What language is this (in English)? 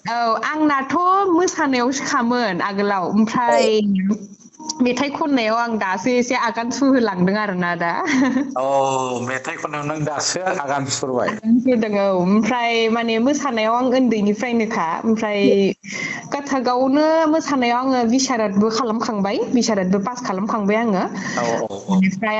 Bodo